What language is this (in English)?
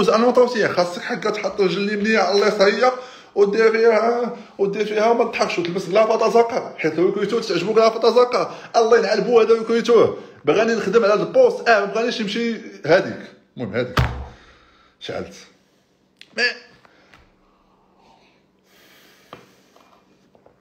Moroccan Arabic